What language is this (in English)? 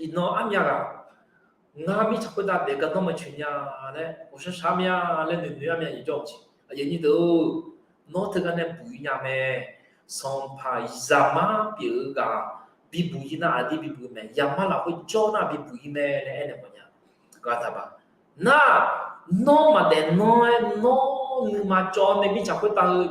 Akha